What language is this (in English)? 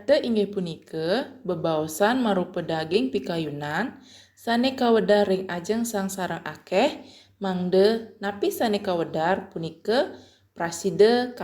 Balinese